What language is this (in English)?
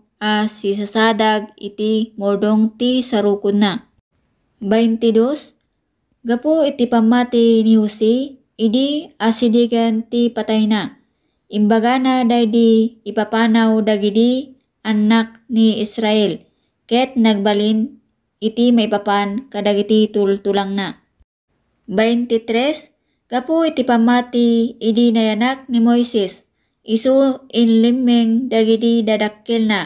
Iloko